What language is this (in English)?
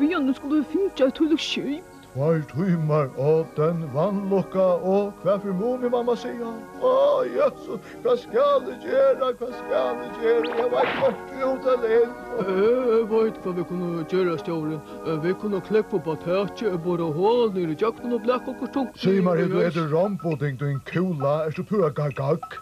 Faroese